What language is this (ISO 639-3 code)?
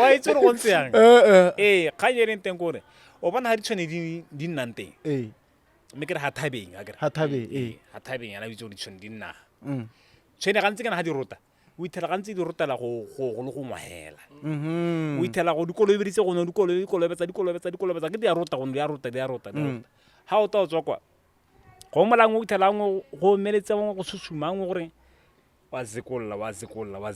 tsn